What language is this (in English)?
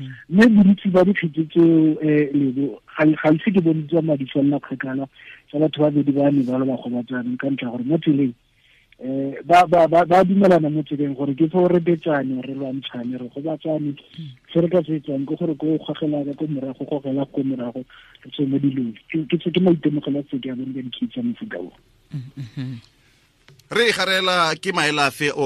Tswana